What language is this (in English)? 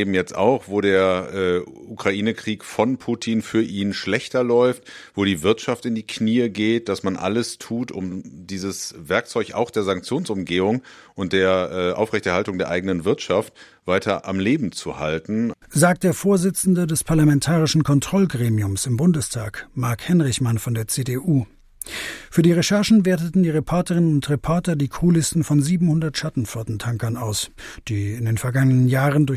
German